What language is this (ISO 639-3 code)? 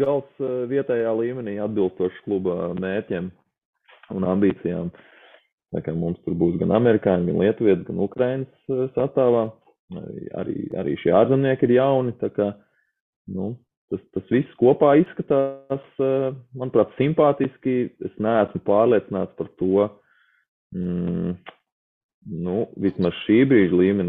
lav